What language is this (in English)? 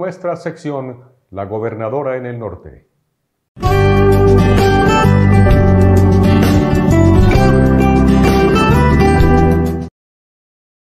Spanish